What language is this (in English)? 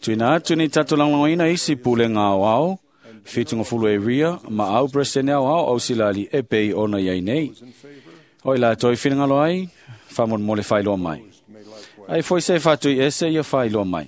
Samoan